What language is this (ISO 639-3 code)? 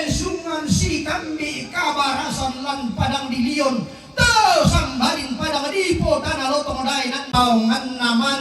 sda